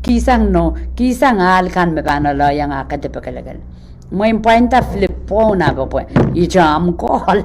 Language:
Pohnpeian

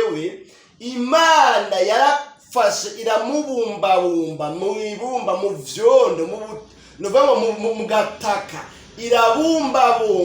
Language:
Rundi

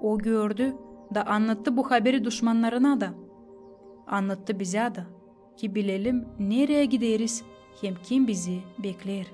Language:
Gagauz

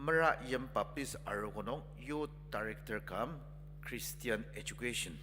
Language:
Ao Naga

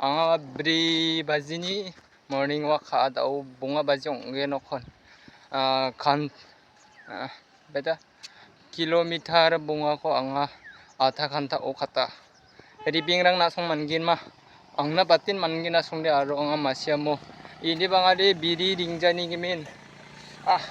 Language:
Garo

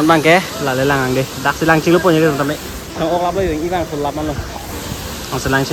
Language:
Karbi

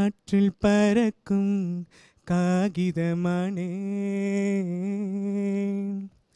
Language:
Tamil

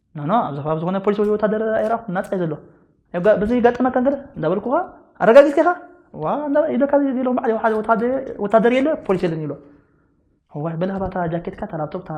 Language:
Tigrinya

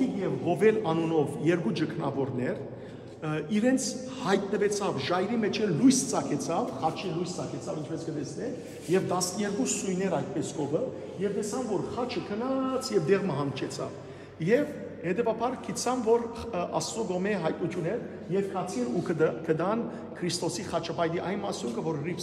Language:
Western Armenian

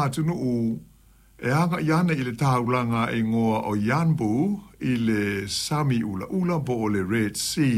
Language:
Samoan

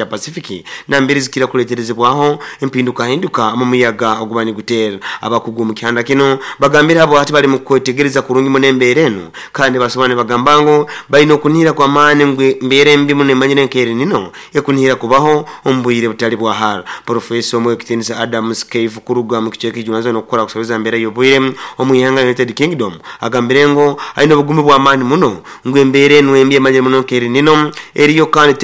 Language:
Nyoro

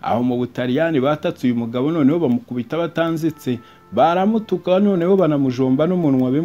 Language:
Kinyarwanda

